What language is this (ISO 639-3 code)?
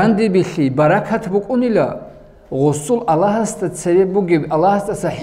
ava